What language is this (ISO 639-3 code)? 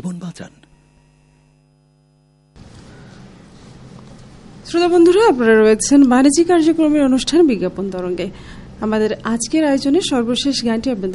ben